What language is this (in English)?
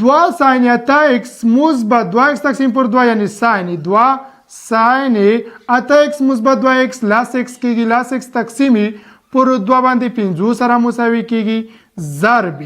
Pashto